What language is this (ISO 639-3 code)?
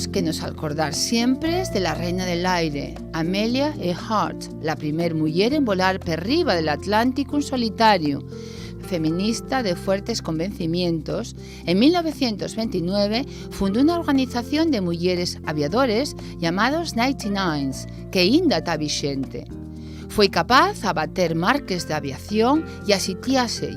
ast